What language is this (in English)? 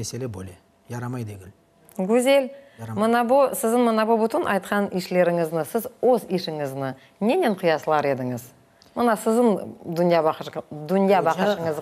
Crimean Tatar